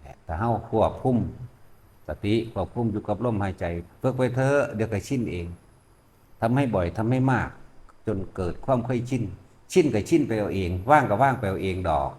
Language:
Northeastern Thai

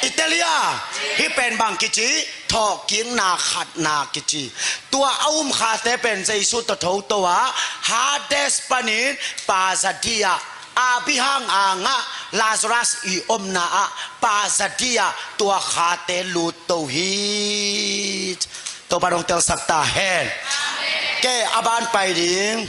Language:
Tedim Chin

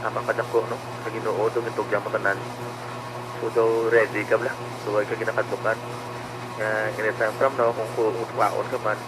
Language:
Hiligaynon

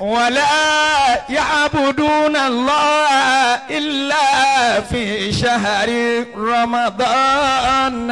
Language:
Yoruba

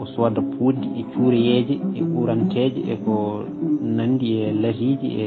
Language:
Fula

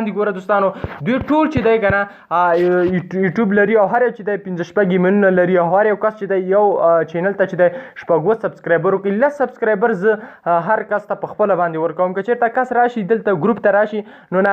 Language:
Pashto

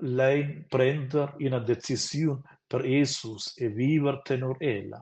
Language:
Romansh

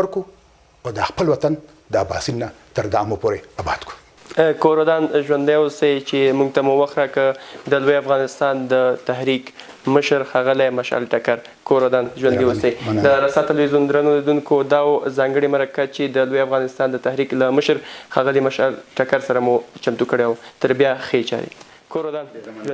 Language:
Pashto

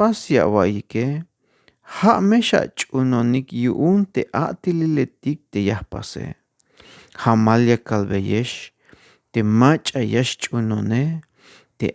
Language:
Tzeltal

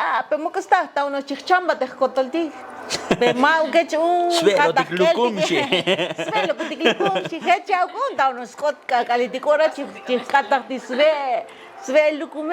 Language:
Tzotzil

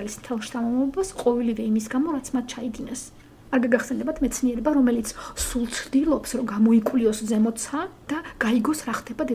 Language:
Georgian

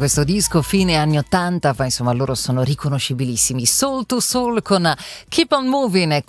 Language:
Italian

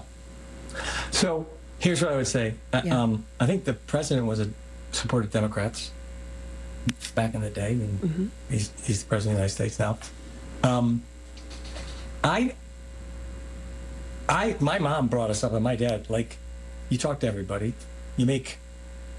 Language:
English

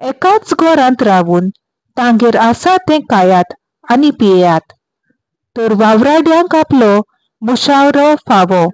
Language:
Konkani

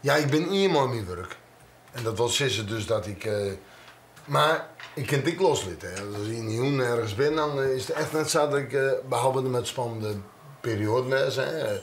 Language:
Western Frisian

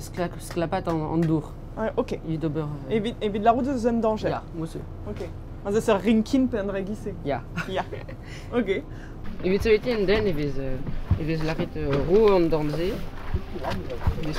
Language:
Breton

